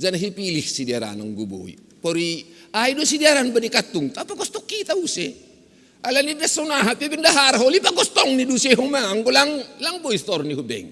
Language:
Batak Simalungun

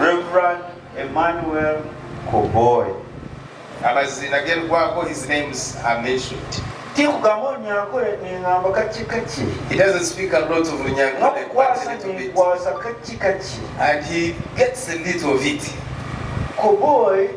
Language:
Nyankole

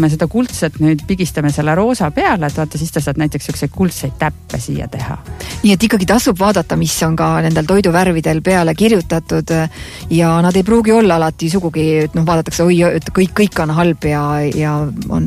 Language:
Estonian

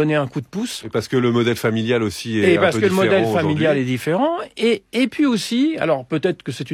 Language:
French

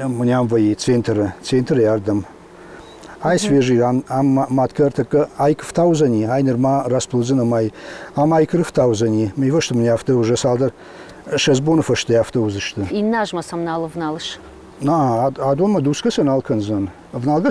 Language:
Ossetic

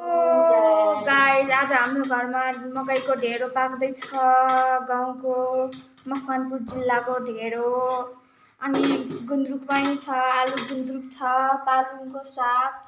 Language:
Nepali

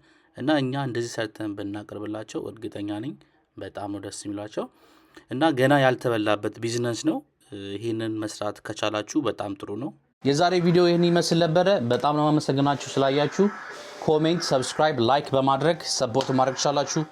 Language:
Amharic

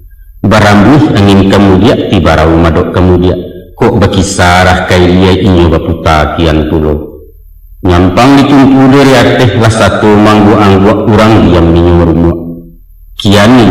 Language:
Minangkabau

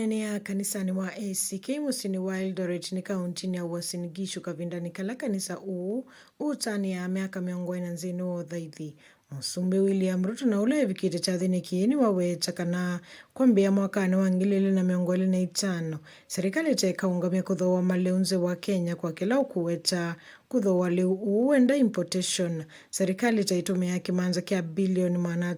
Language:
Kamba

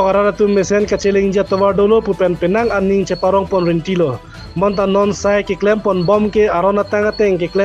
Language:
Karbi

